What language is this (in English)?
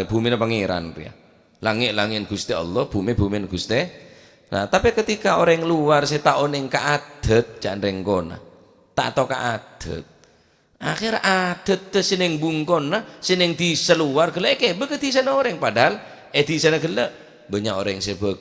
Madurese